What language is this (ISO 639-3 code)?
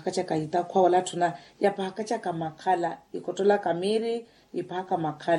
vmw